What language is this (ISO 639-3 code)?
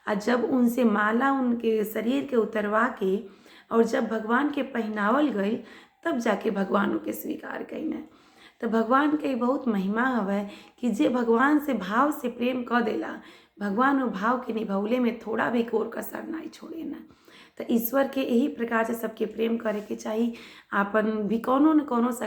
bho